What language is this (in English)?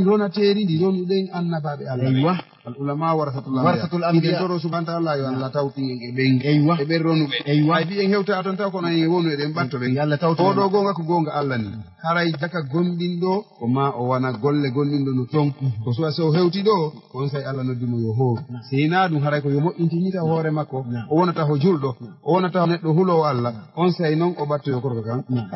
Fula